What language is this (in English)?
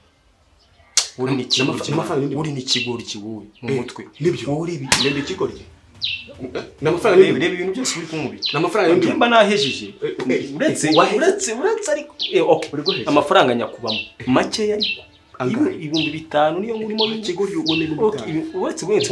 Kinyarwanda